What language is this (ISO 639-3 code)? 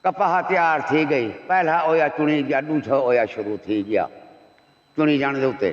skr